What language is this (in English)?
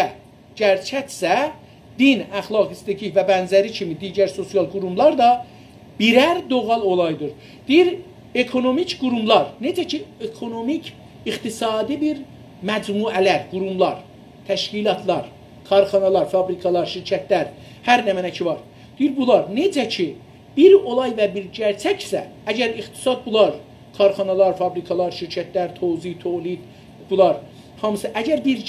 South Azerbaijani